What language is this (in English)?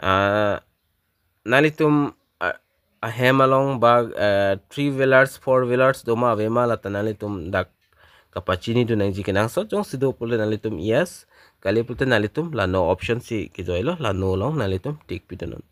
Karbi